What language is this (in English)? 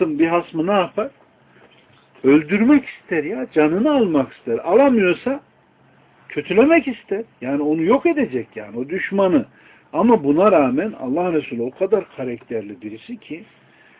Turkish